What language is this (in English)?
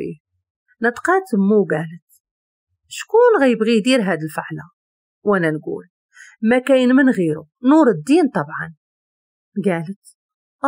Moroccan Arabic